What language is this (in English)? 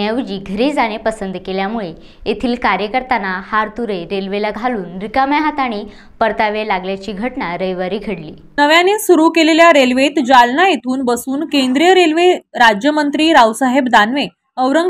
Marathi